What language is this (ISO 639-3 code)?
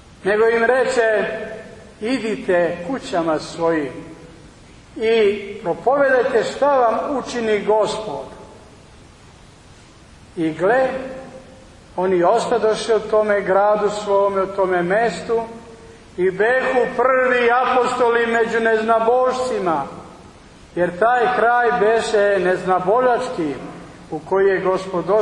srp